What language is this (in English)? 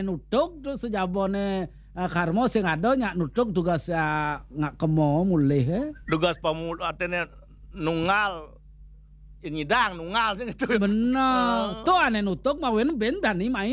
Balinese